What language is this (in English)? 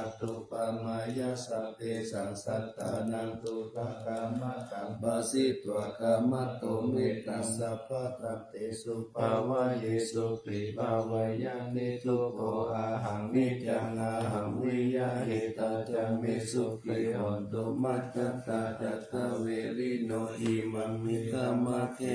Pali